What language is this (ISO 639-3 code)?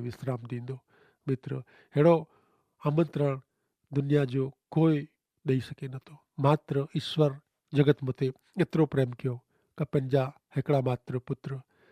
kfr